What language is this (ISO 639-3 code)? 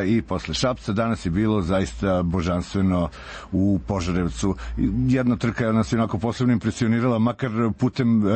srp